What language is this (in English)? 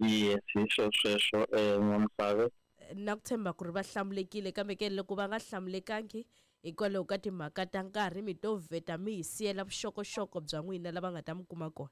Tsonga